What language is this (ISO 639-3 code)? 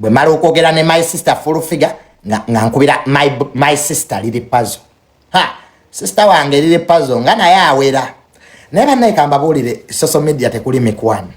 lug